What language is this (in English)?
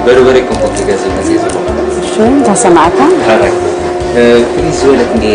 Tigrinya